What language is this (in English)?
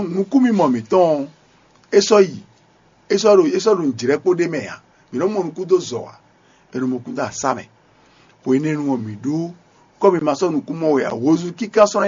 Fon